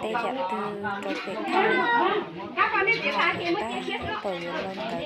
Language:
Hmong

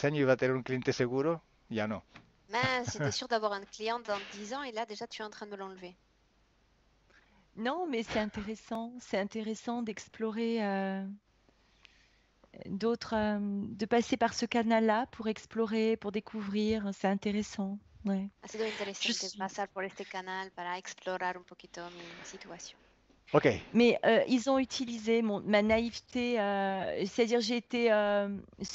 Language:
French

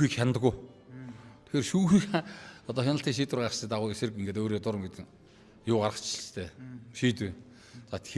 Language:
Mongolian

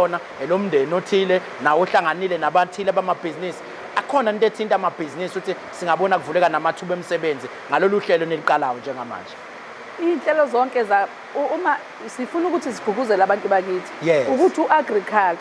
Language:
Zulu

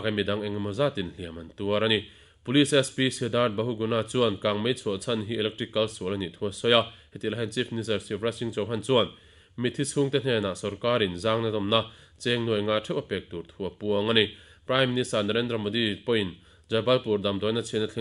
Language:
Mizo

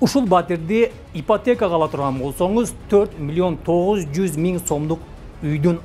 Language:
Kyrgyz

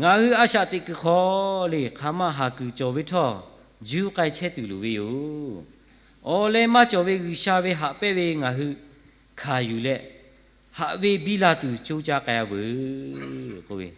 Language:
Lahu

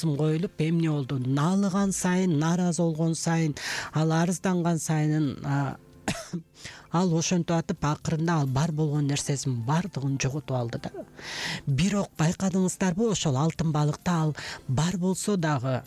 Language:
Kyrgyz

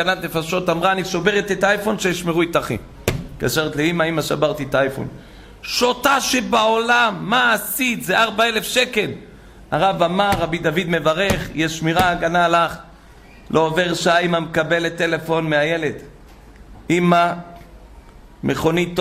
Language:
Hebrew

